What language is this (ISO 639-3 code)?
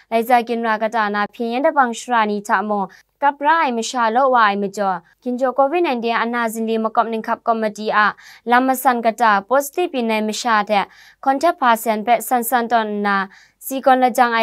kac